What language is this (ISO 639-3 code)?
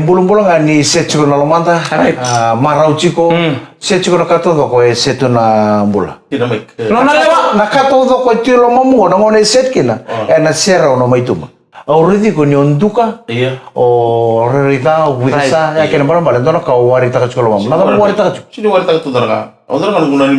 fij